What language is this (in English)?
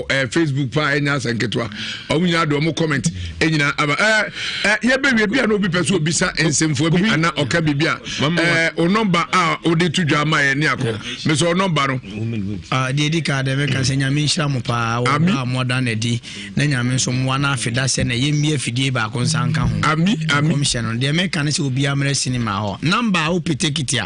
Akan